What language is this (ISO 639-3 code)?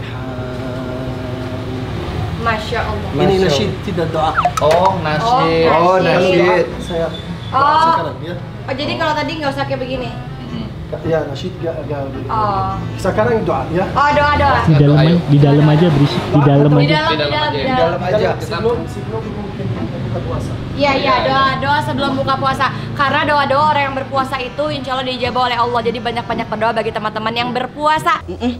ind